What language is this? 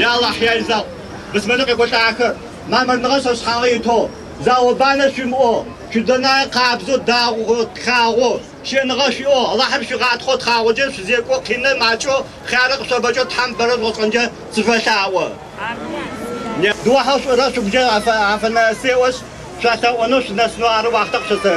Adyghe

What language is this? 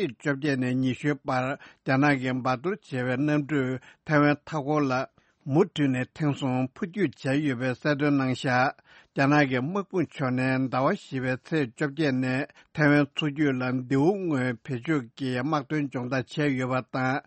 Tibetan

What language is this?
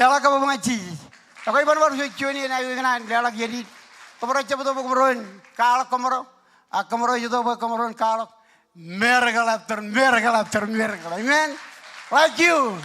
Marshallese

